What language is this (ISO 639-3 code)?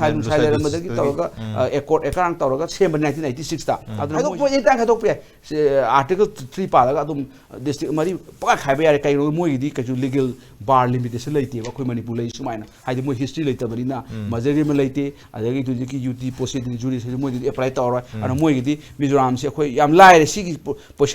mni